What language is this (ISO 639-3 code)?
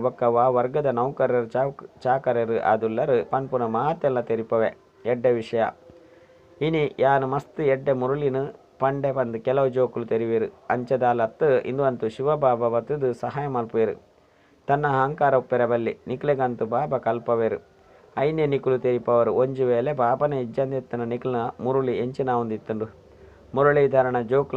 tcy